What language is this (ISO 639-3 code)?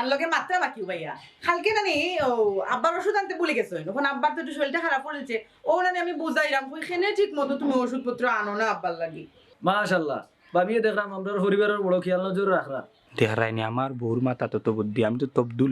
syl